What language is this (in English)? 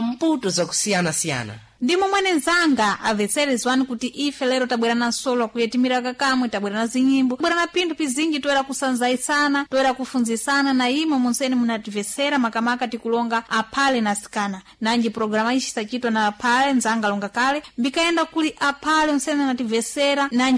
Sena